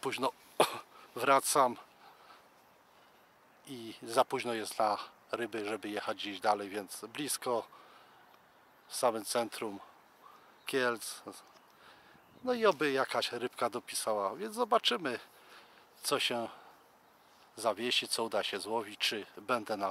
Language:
Polish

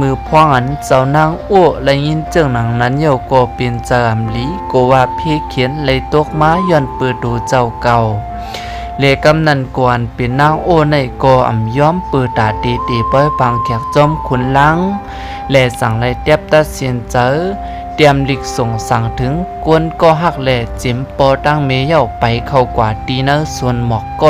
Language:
Shan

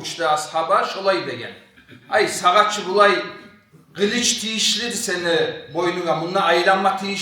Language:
Kumyk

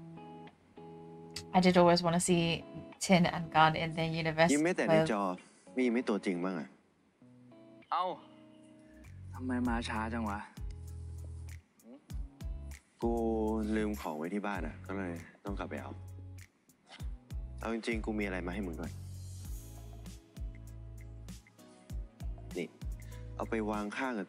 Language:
Thai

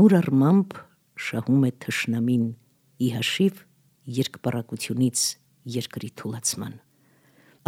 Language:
Armenian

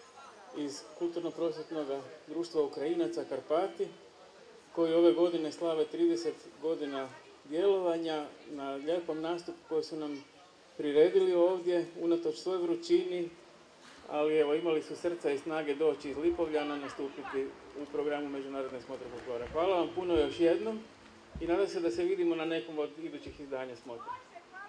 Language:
Croatian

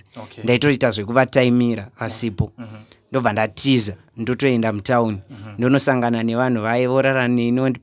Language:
Shona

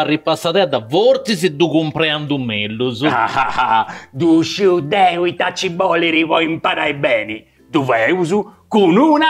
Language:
Sardinian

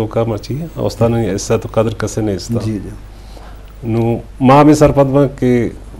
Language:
Baluchi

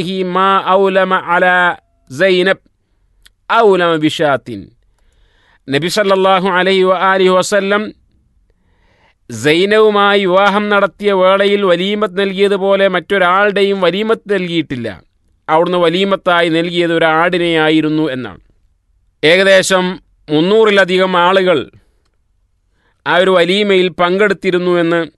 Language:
Malayalam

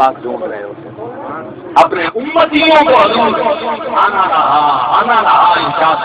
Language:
Saraiki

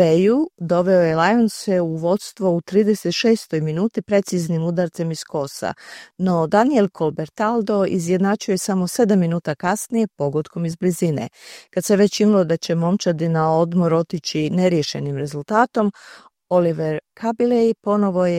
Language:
Croatian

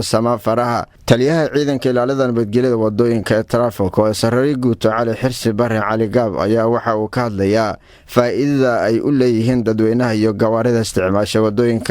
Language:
Somali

